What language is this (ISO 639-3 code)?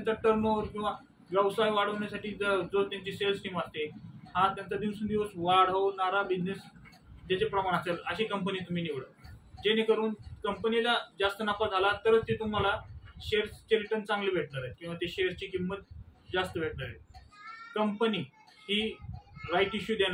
mar